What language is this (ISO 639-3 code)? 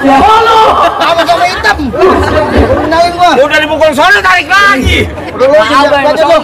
bew